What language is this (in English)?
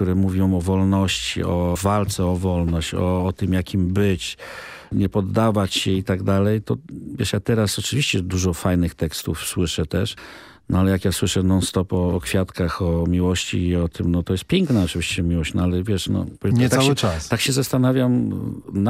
Polish